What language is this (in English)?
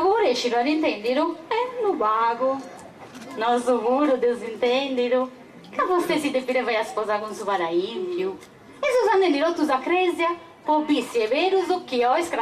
Sardinian